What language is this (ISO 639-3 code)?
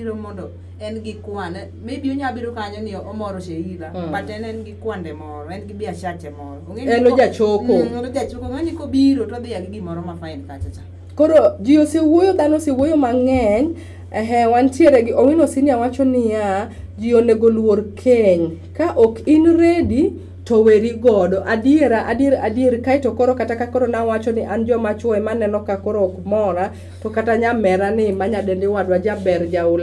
luo